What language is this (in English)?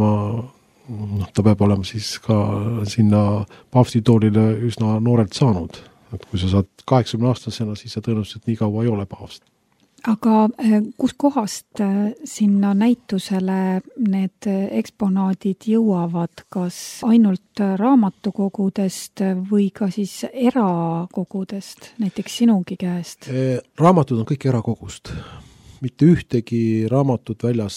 Estonian